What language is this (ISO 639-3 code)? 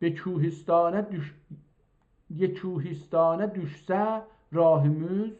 azb